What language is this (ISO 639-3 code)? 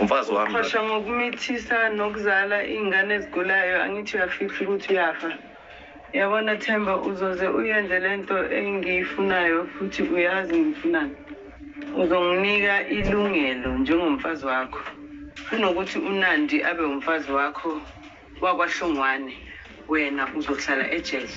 zul